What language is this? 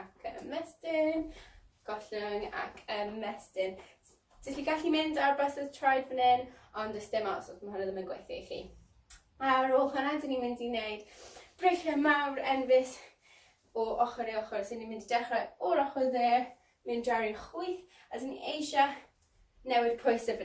Welsh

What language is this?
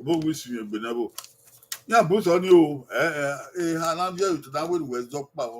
Bini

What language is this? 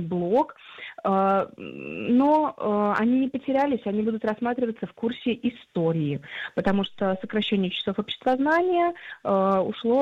Russian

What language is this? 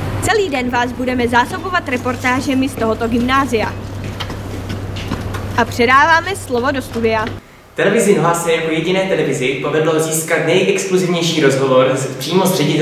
Czech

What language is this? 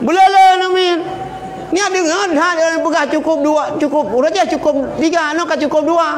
Achinese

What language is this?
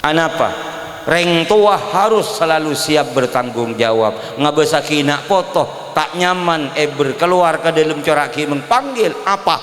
Madurese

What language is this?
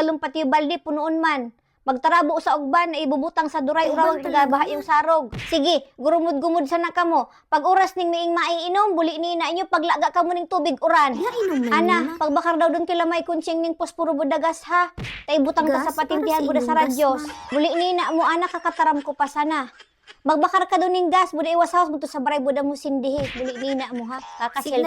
Bikol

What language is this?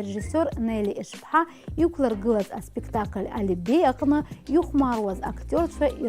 Abkhazian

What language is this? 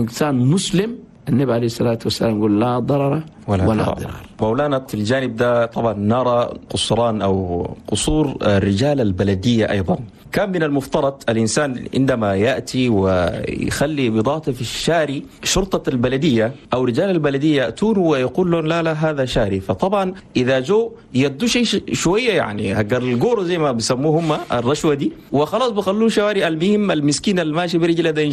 Chadian Arabic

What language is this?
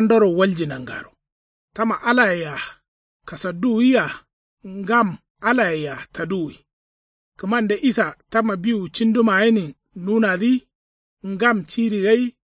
Kanuri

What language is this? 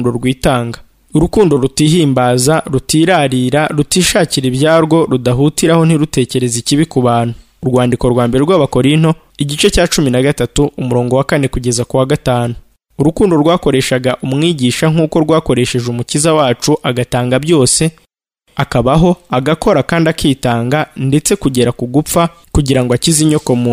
Kinyarwanda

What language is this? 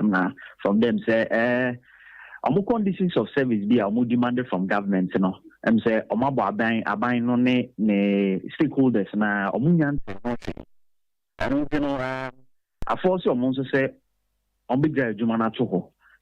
Akan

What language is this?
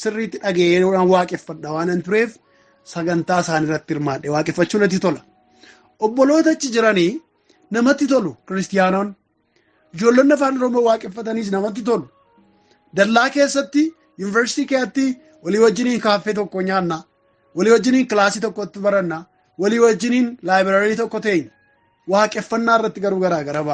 Oromo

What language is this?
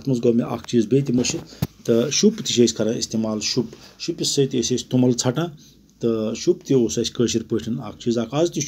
Kashmiri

